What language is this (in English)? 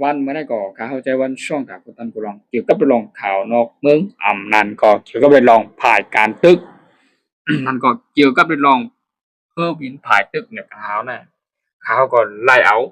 Shan